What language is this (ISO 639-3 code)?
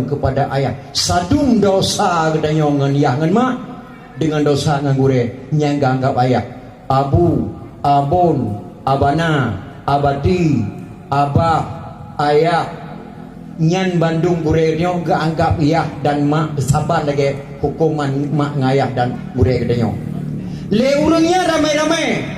ace